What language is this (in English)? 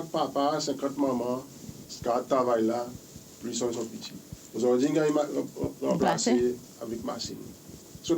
Seselwa Creole French